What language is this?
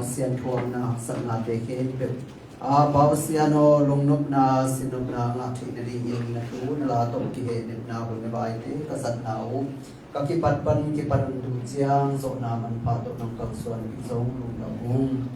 Tedim Chin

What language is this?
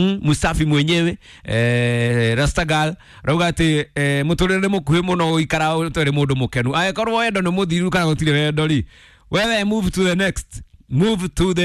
Kikuyu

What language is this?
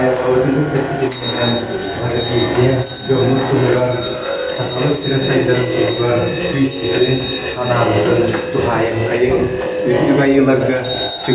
Yakut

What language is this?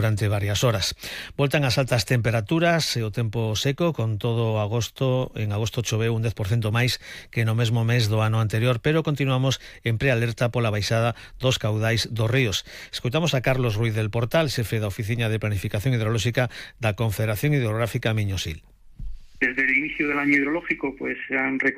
Galician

